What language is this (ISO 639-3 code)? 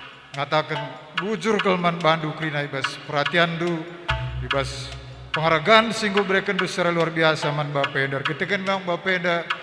btx